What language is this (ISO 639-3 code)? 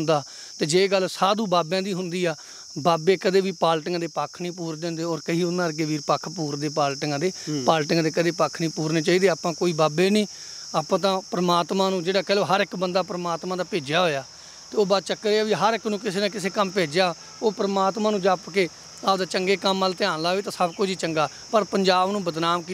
pan